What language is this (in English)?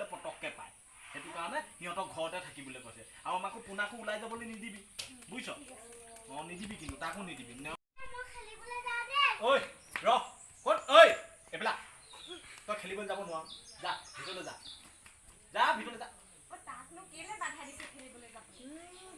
Assamese